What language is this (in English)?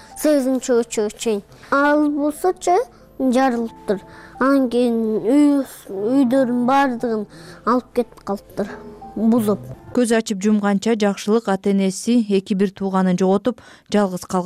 Kyrgyz